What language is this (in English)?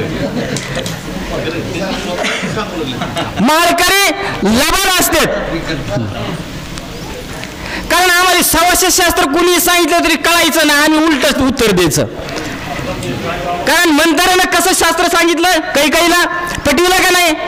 Marathi